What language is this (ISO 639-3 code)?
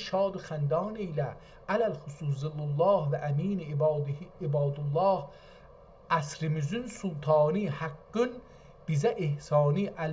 azb